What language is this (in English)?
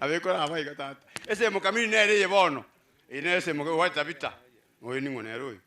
Gusii